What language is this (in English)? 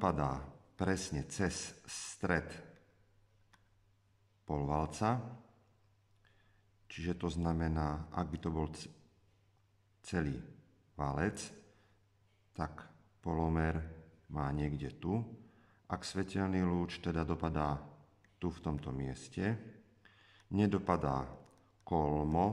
Slovak